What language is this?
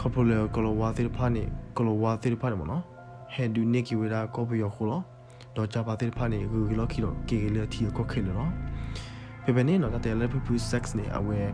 S'gaw Karen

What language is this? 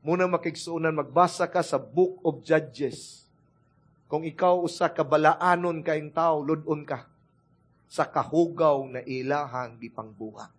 Cebuano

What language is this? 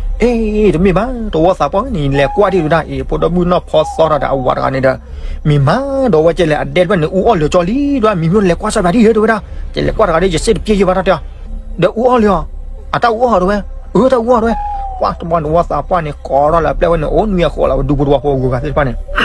S'gaw Karen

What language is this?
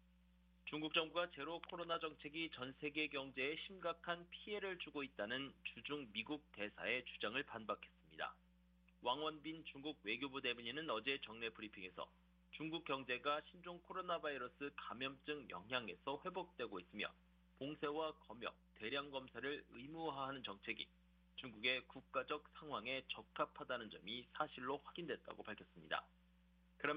Korean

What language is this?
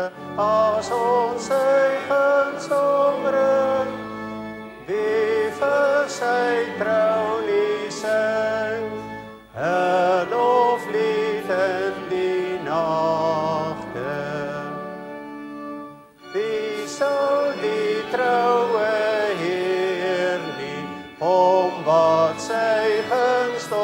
Afrikaans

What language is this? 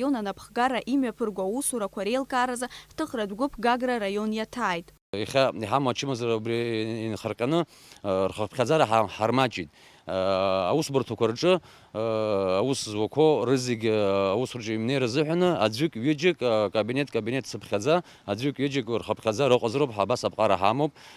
Abkhazian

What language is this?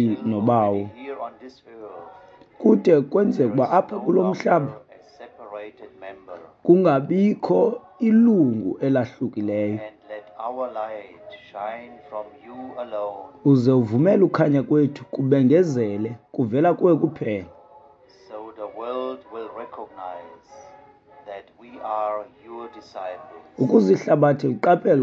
Xhosa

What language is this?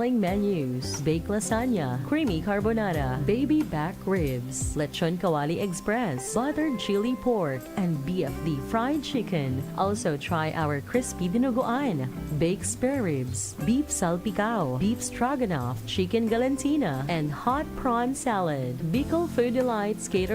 Bikol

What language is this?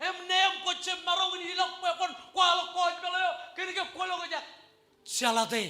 Marshallese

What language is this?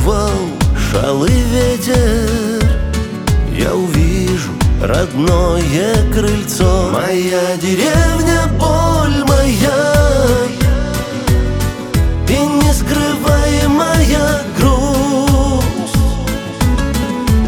Russian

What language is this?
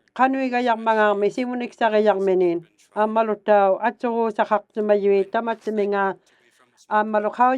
Inuktitut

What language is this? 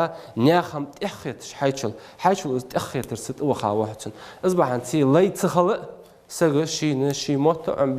Ingush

